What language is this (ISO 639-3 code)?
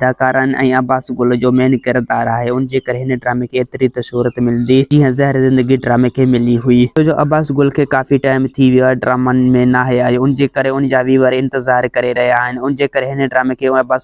snd